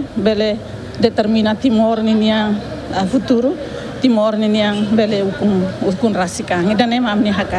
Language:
Tetum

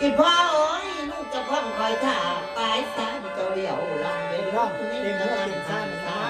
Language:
Northeastern Thai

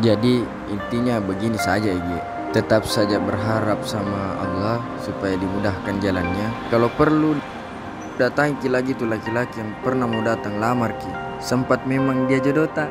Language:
Makassar Malay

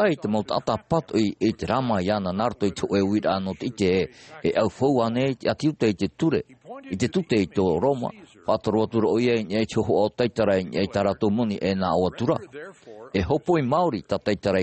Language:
Tahitian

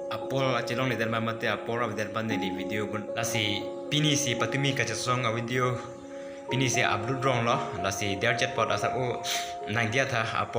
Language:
Karbi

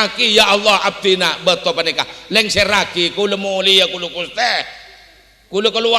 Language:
Madurese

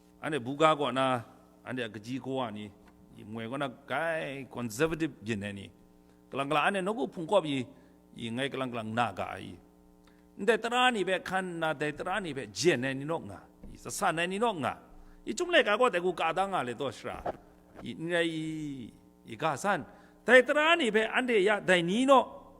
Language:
Kachin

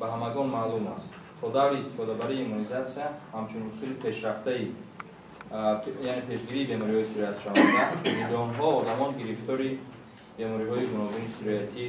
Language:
Tajik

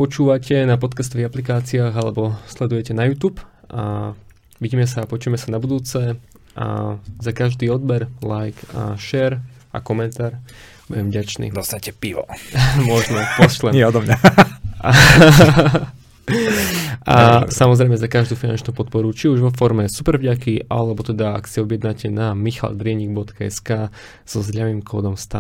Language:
Slovak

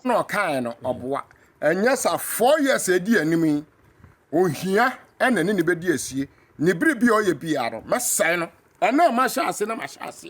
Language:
Akan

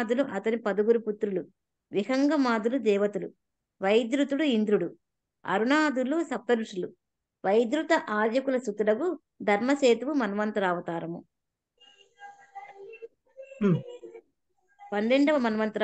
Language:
Telugu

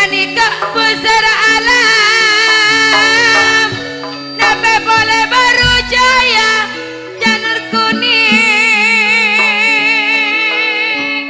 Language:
Madurese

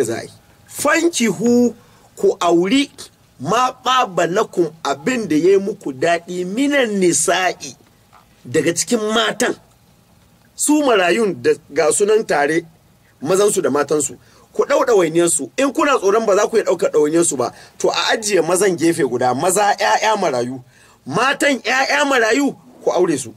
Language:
Hausa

